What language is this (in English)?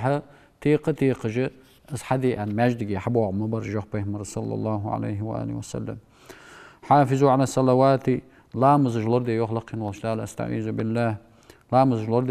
Ingush